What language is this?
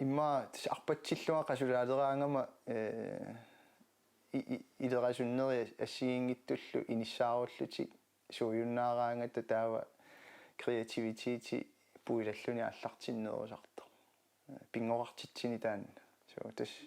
Kalaallisut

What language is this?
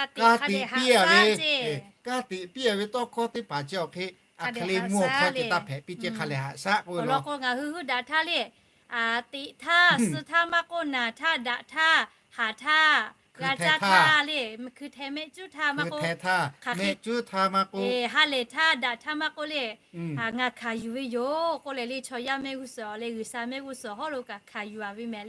Lahu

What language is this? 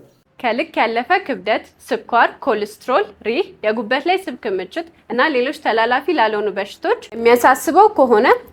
Amharic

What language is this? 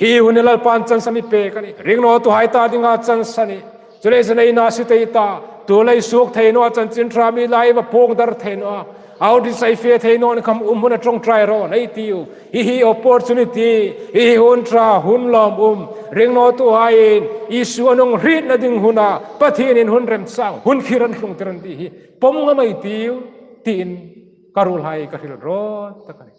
Hmar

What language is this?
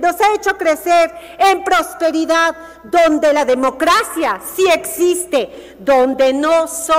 Spanish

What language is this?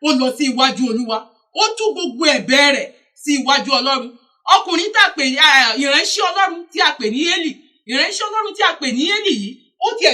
Yoruba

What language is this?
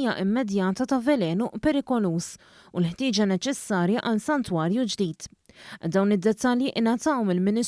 Maltese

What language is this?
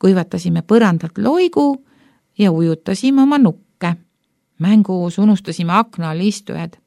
Estonian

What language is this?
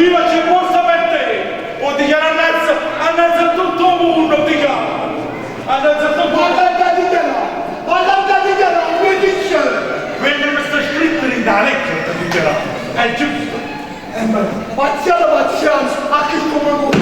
Neapolitan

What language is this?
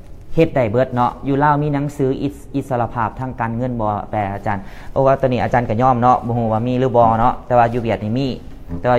Lao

